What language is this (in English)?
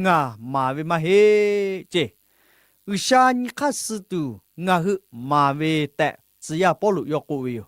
Lahu